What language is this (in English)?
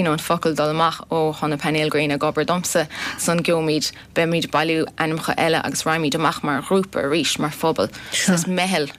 Irish